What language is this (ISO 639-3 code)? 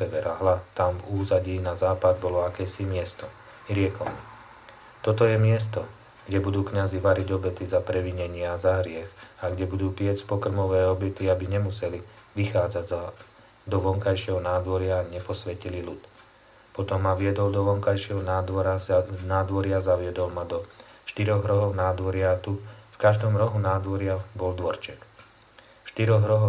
slk